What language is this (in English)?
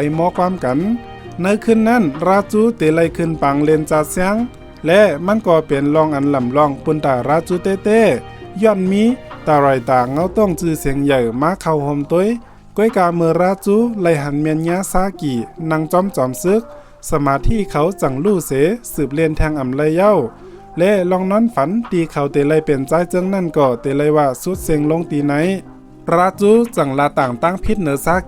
Shan